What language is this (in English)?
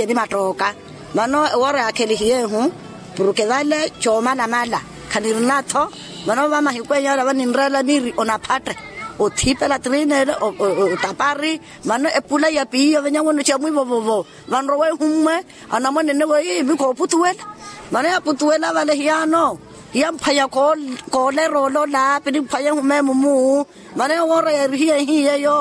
Makhuwa